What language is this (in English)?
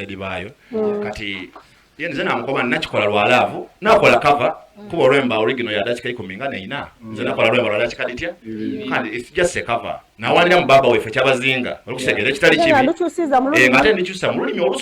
Soga